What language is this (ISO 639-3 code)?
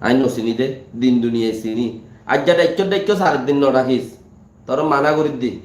rhg